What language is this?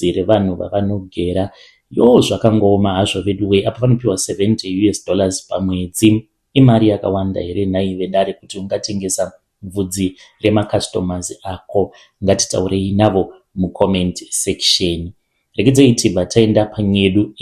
Shona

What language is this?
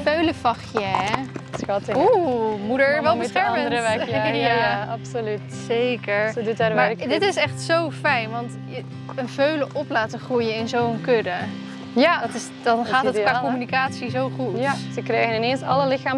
Dutch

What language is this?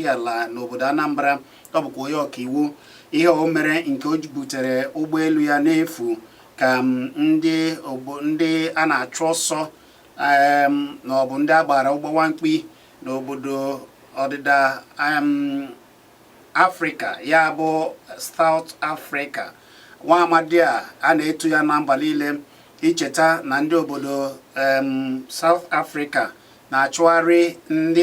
Igbo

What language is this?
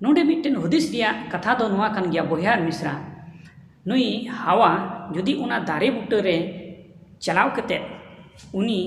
Santali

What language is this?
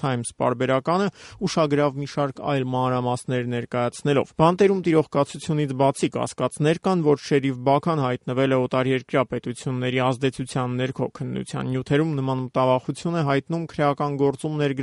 Armenian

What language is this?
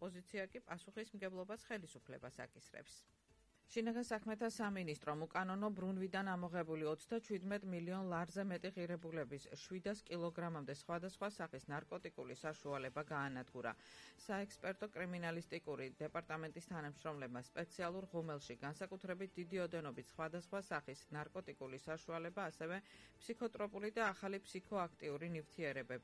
Georgian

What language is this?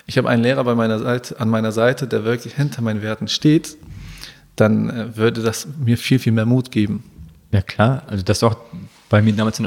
German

